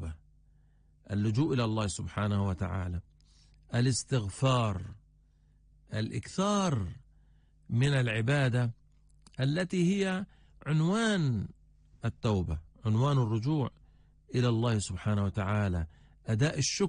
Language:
Arabic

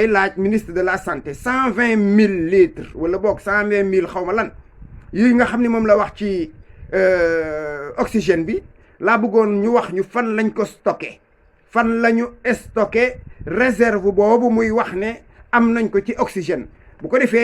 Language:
Wolof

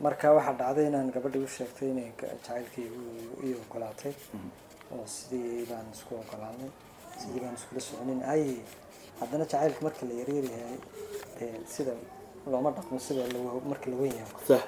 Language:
Somali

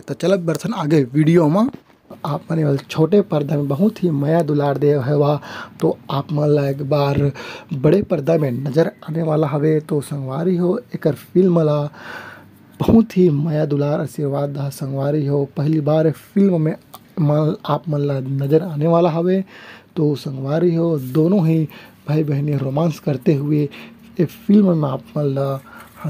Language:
Chhattisgarhi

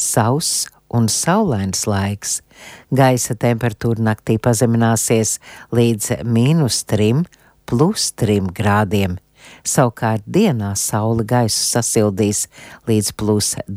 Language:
Latvian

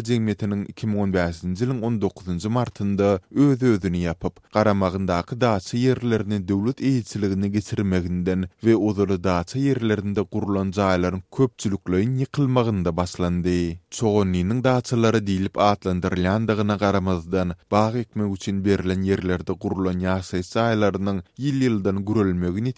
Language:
Turkmen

